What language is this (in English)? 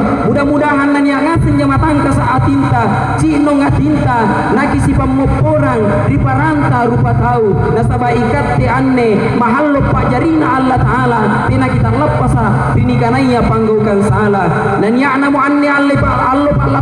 Makasar